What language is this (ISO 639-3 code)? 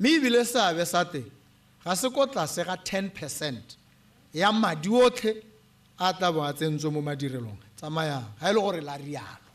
tsn